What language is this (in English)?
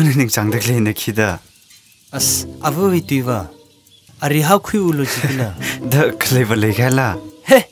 Tangkhul Naga (India)